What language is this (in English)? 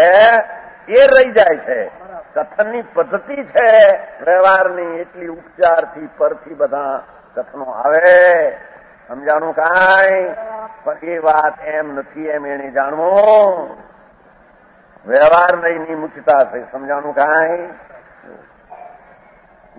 Gujarati